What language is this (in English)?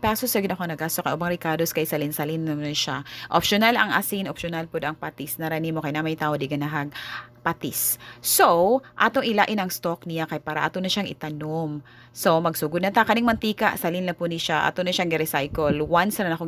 Cebuano